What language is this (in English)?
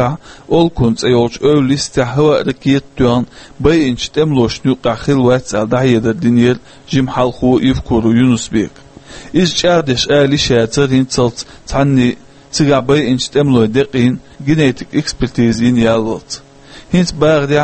Chechen